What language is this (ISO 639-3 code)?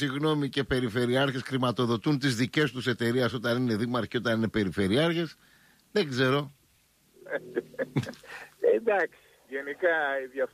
ell